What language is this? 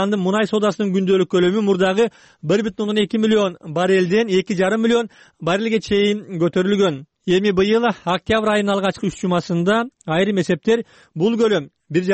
Kyrgyz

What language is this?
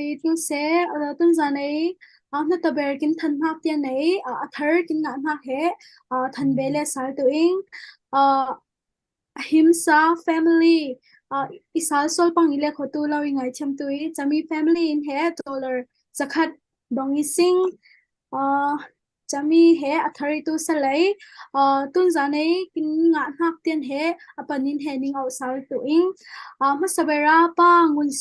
Falam Chin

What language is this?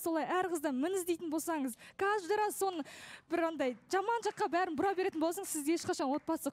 Kazakh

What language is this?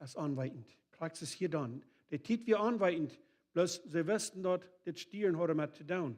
Plautdietsch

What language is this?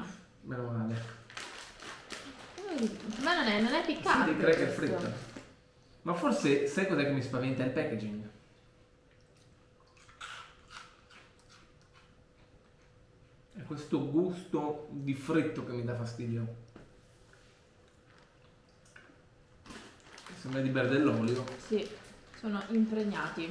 Italian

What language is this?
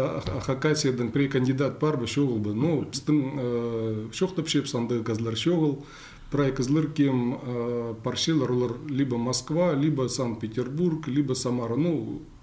Khakas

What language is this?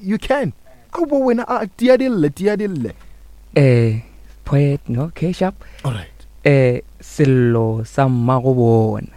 Northern Sotho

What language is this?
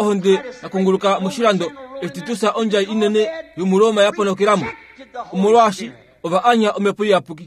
Kuanyama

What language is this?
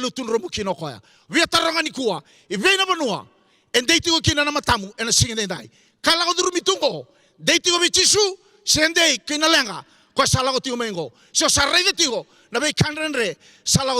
Fijian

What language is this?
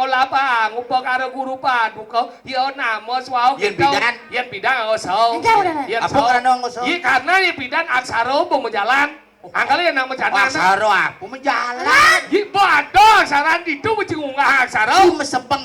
Balinese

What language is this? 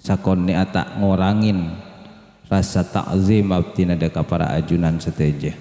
Madurese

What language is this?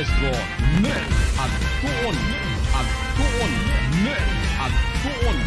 Bikol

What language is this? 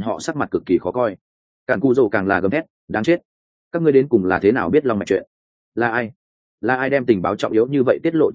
Vietnamese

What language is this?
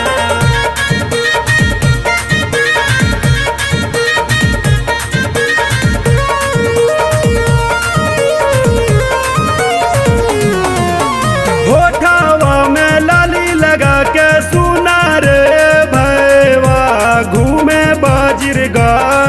Bhojpuri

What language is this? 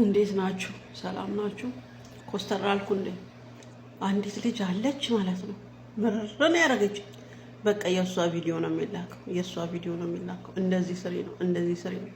Amharic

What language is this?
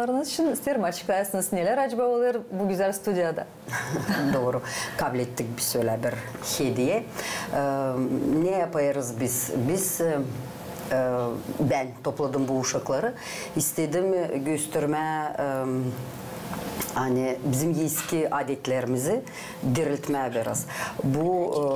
Gagauz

